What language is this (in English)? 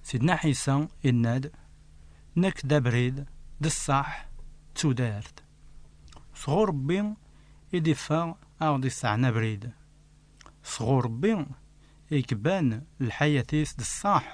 Kabyle